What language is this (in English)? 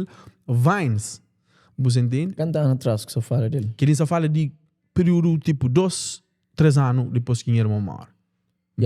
Kabuverdianu